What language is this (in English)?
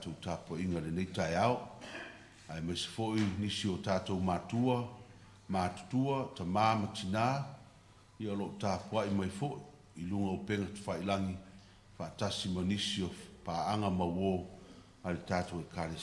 Samoan